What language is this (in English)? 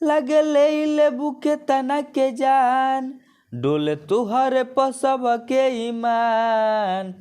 Bhojpuri